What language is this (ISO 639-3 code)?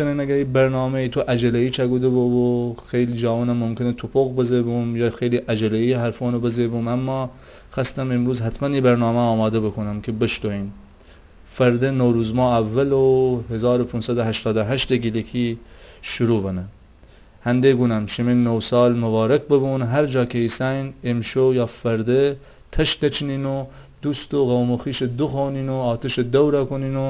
glk